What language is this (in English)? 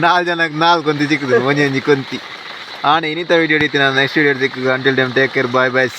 Tulu